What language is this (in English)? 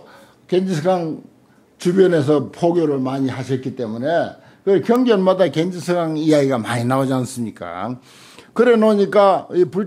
Korean